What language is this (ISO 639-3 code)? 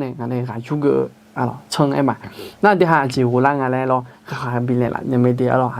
ahk